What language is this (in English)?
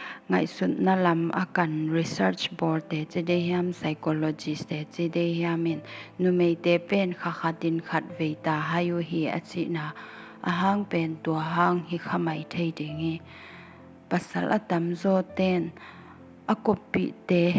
Tedim Chin